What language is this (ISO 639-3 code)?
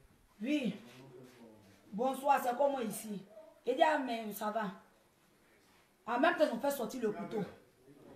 fra